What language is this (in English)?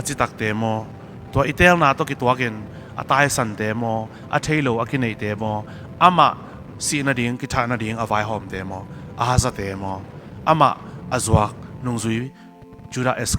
Tedim Chin